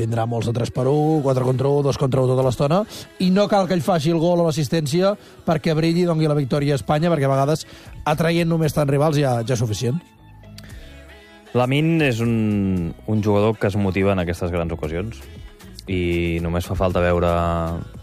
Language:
Catalan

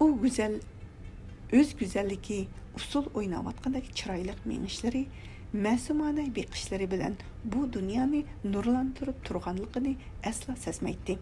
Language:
Uyghur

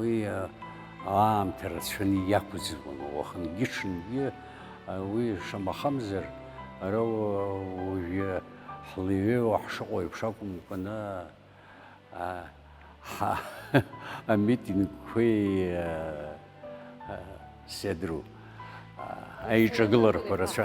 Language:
Abkhazian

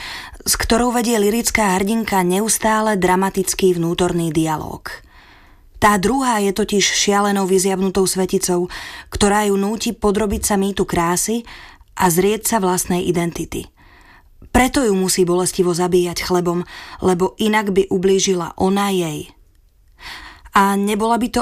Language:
Slovak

